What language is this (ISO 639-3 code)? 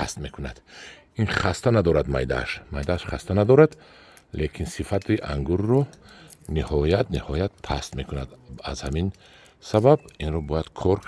tgk